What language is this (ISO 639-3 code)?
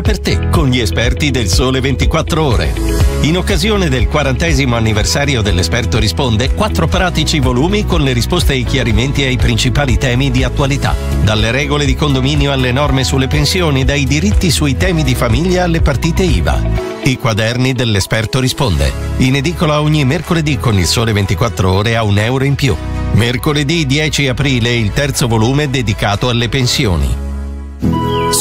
ita